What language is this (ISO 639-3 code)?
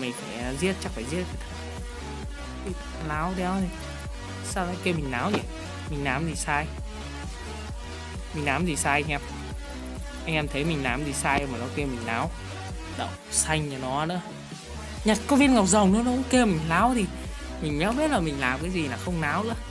vie